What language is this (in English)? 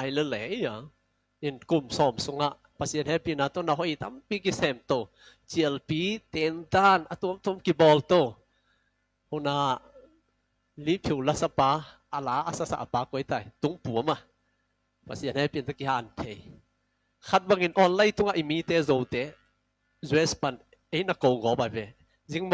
Tedim Chin